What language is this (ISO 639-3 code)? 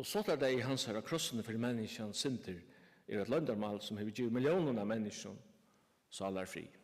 fao